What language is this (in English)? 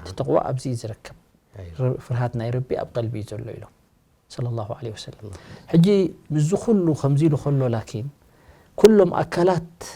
Tigrinya